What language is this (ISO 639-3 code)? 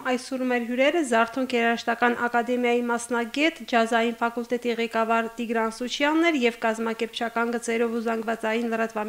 hye